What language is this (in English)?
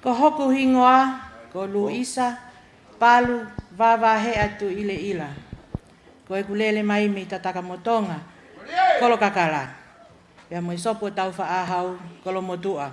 Tongan